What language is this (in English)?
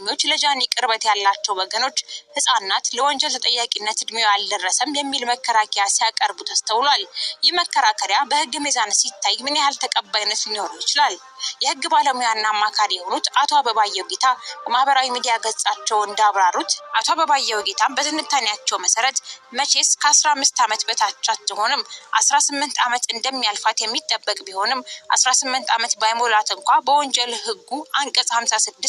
Amharic